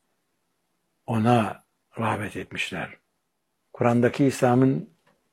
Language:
Turkish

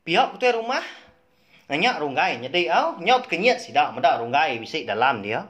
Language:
Iban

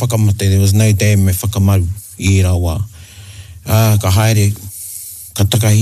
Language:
Māori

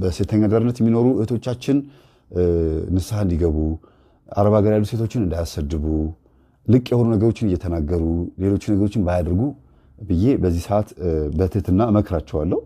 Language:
Amharic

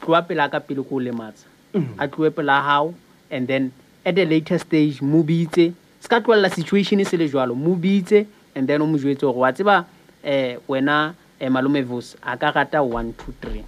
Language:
Southern Sotho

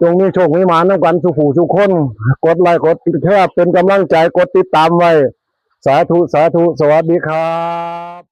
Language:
Northeastern Thai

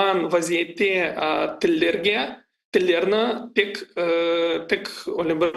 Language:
Crimean Tatar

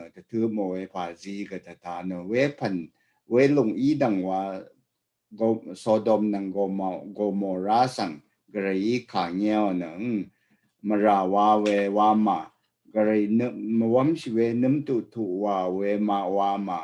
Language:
Rawang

